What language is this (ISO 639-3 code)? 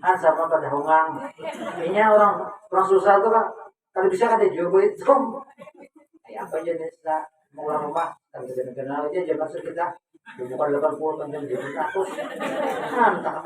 bjn